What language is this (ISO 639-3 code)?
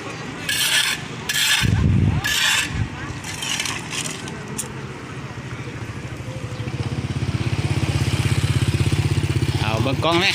lao